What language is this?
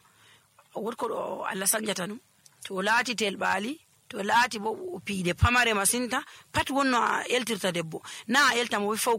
Nigerian Fulfulde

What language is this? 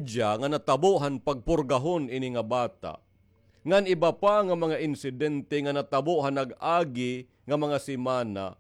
Waray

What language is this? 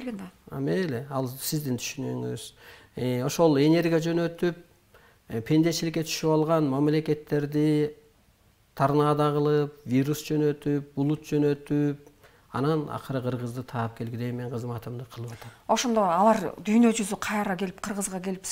Kyrgyz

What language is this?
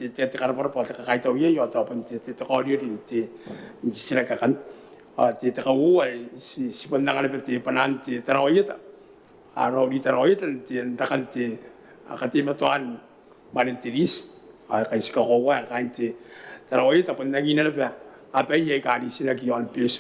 Gilbertese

